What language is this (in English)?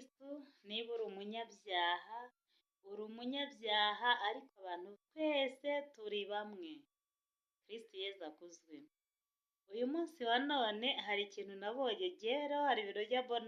Kinyarwanda